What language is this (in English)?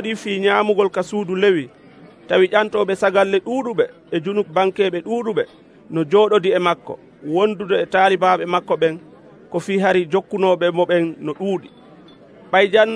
Nigerian Fulfulde